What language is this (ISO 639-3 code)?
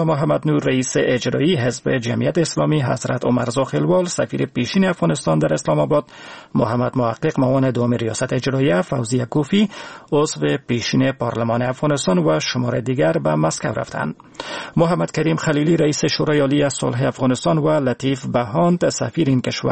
fas